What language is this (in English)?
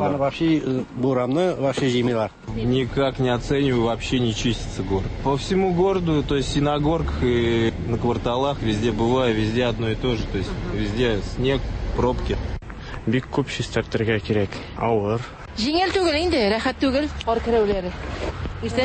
Tatar